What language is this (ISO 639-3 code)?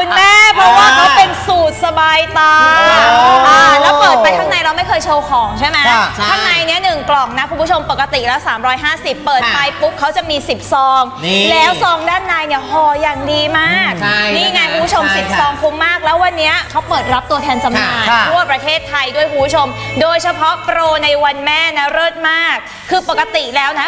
tha